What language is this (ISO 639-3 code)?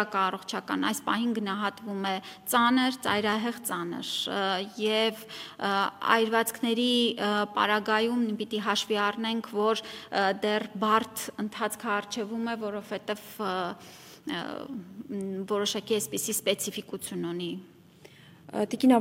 hye